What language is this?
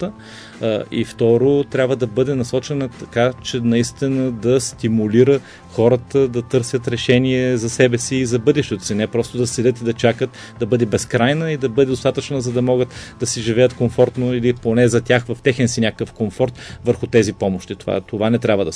Bulgarian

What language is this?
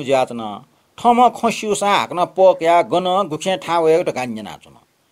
Newari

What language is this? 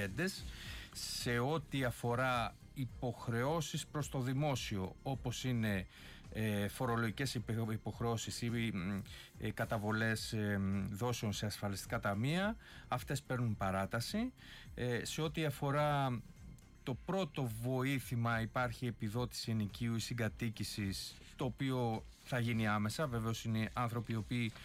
Greek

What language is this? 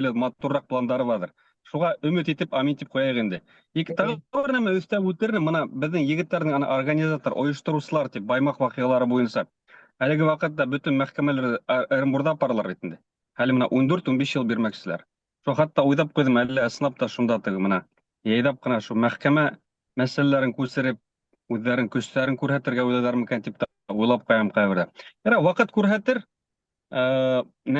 Bashkir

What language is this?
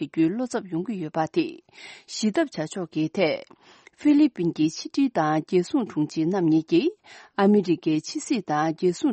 Tibetan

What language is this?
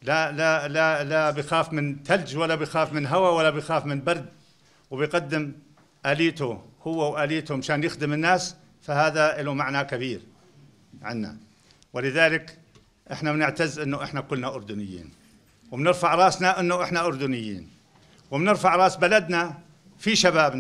North Levantine Arabic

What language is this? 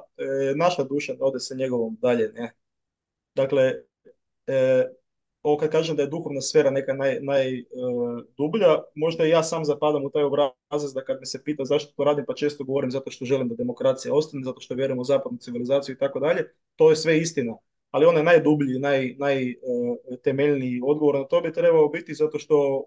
Croatian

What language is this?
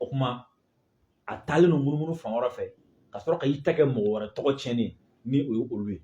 Bambara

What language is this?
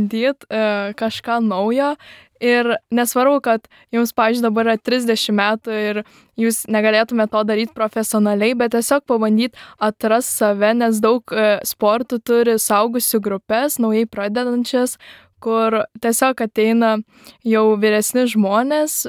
Lithuanian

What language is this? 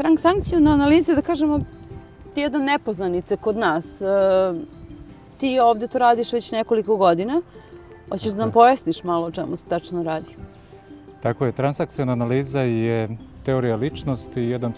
Serbian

